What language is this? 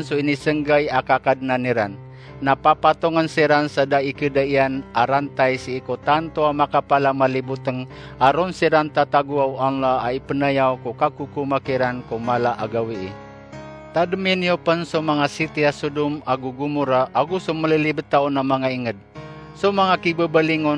Maranao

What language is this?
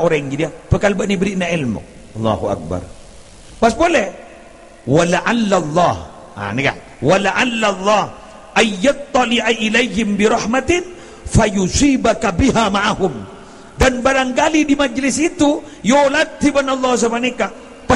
Madurese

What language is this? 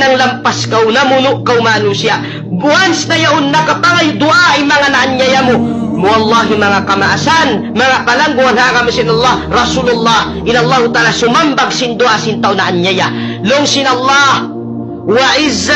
Tausug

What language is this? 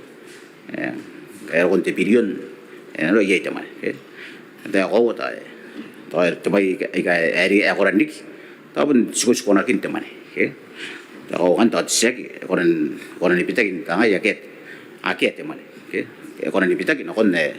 Gilbertese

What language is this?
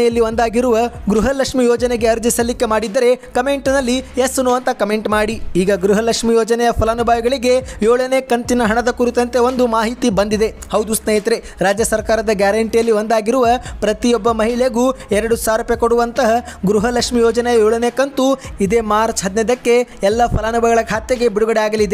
Kannada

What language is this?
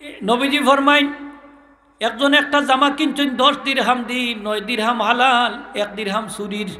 Sylheti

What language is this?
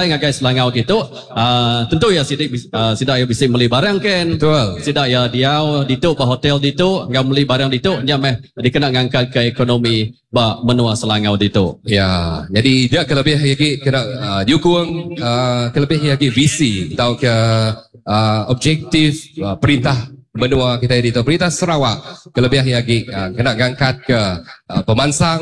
Iban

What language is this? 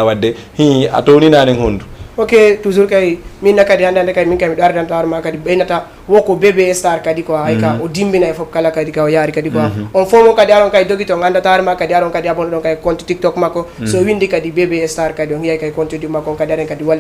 Fula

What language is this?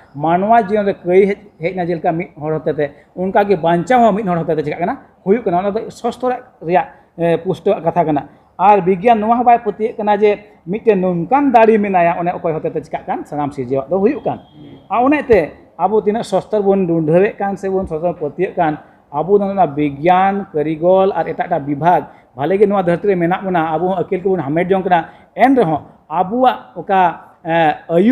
Santali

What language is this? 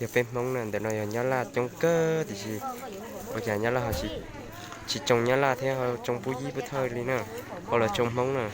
Hmong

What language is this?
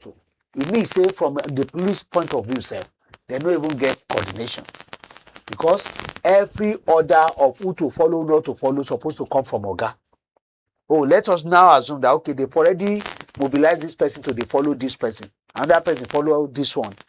Nigerian Pidgin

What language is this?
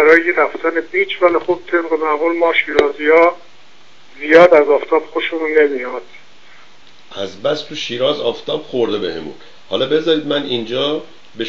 Persian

